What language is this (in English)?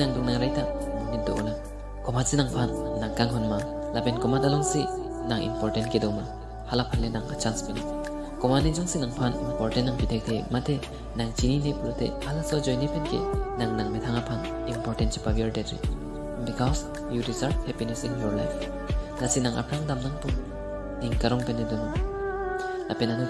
Karbi